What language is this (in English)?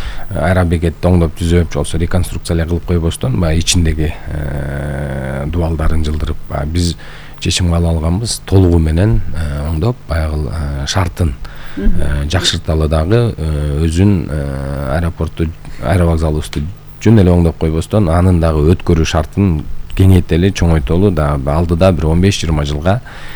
Kyrgyz